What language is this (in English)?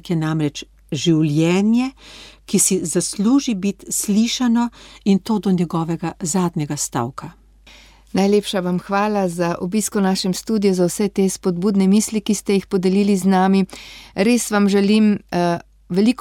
Slovenian